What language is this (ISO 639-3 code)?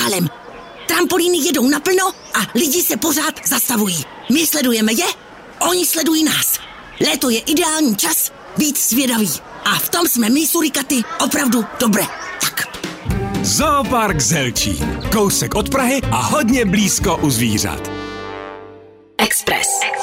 ces